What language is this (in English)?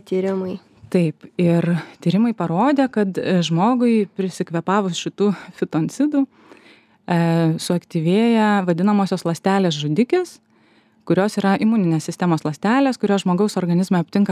Lithuanian